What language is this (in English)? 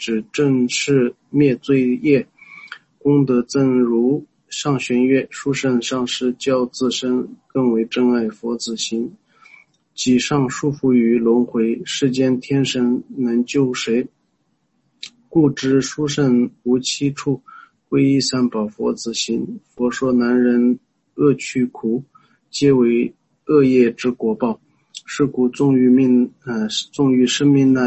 Chinese